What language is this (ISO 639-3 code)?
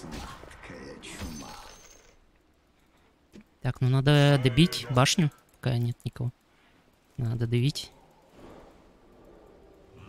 rus